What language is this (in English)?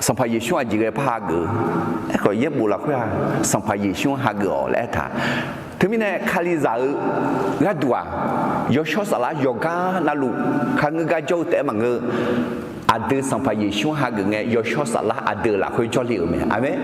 Akha